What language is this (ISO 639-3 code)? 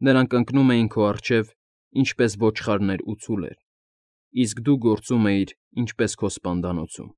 hye